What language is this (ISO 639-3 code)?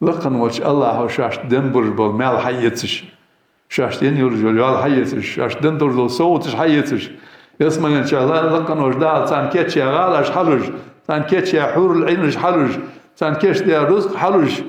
inh